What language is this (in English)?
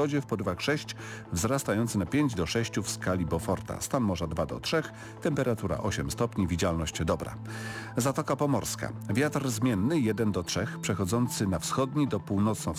Polish